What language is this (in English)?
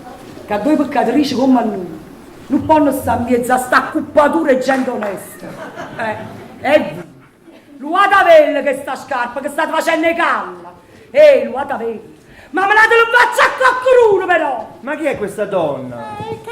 Neapolitan